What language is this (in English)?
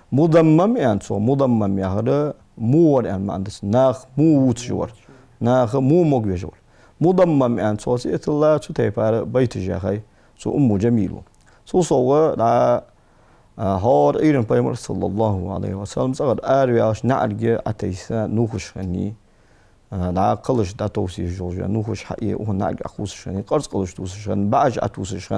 Ingush